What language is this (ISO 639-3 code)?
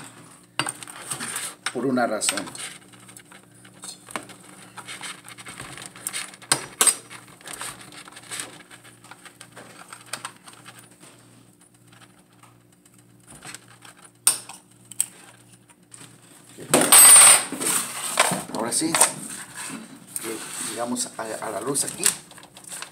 spa